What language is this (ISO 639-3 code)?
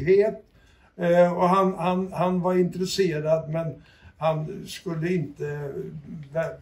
swe